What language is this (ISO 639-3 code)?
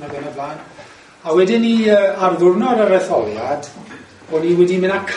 cym